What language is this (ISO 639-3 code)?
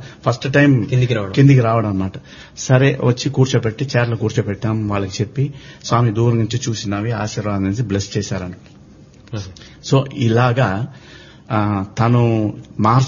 tel